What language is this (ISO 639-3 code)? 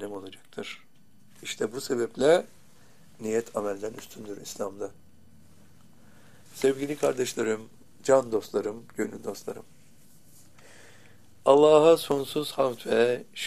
tur